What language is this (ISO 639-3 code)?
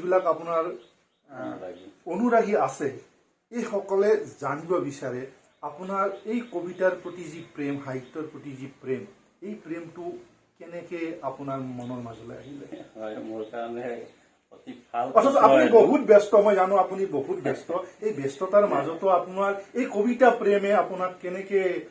asm